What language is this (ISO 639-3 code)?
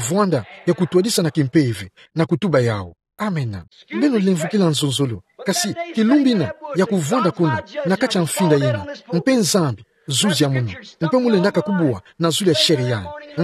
ktu